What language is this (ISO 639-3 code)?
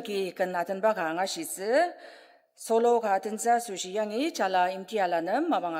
njo